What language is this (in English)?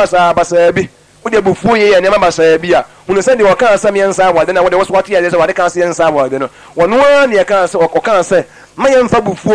Akan